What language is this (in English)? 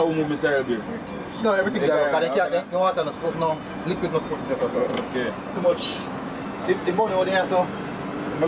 Jamaican Creole English